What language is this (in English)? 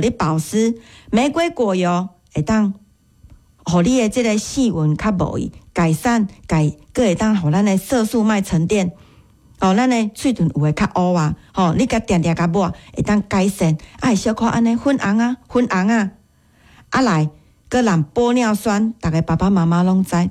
Min Nan Chinese